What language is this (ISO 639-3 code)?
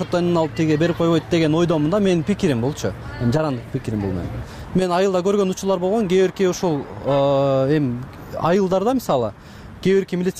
kir